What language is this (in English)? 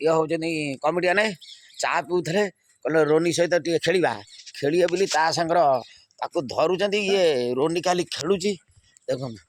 Odia